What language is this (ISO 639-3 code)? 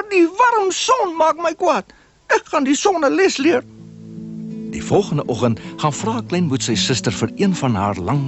afr